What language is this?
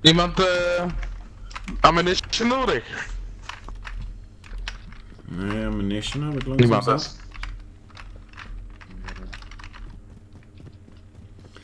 Dutch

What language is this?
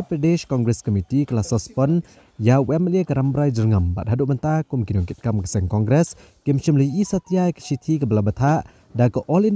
Khasi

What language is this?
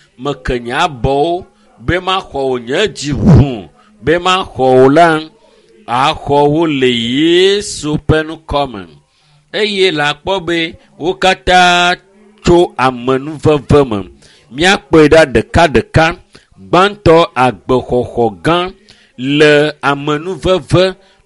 Ewe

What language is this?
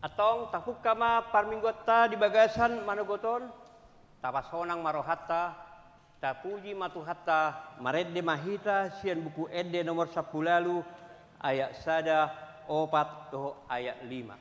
Batak Toba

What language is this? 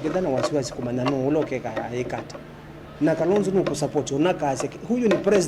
Kamba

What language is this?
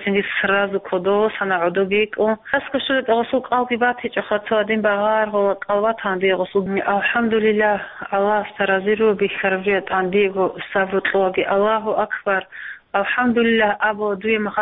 Avaric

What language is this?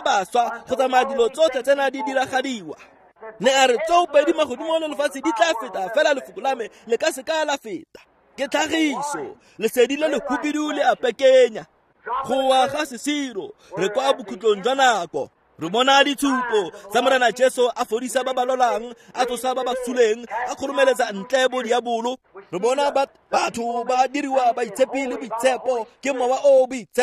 Tswana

